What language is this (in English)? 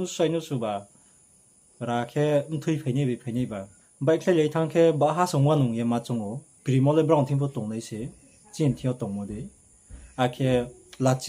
Riang (India)